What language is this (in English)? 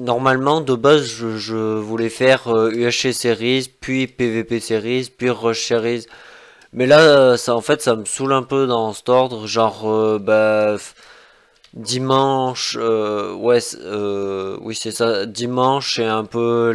French